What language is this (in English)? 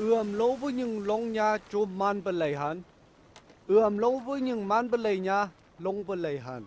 Phom Naga